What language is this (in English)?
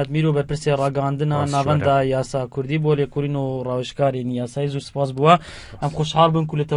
Kurdish